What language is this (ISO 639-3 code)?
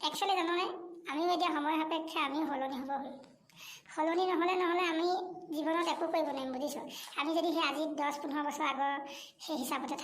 asm